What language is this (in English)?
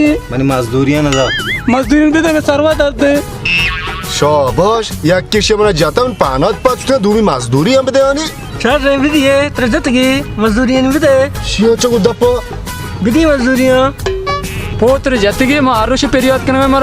Baluchi